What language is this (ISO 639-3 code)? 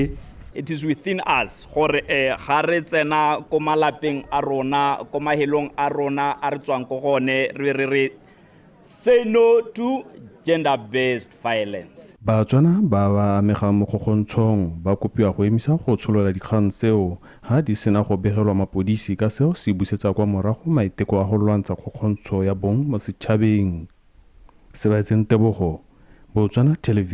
tsn